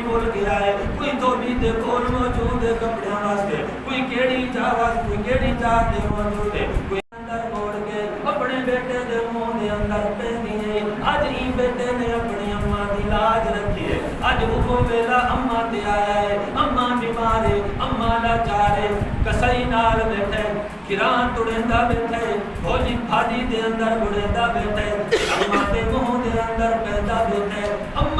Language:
Saraiki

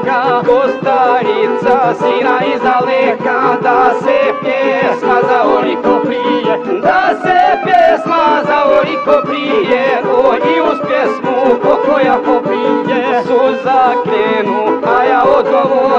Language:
Croatian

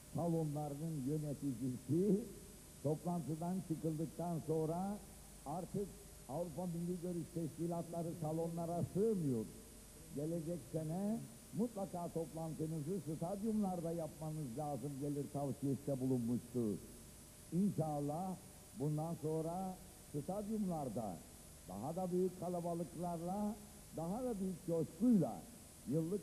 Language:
Turkish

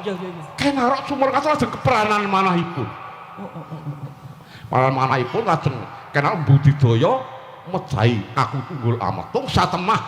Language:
Javanese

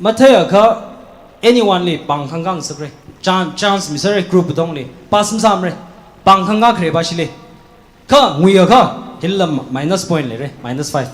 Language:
Tangkhul Naga (India)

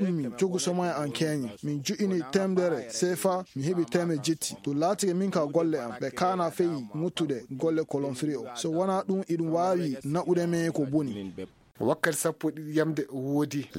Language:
Fula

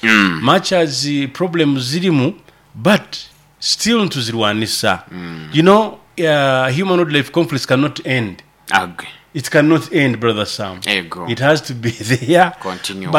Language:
Nyoro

